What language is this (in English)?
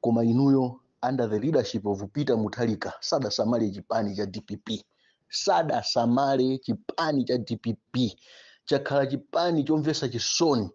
Nyanja